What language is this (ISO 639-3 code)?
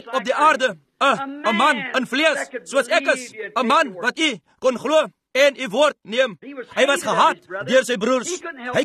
afr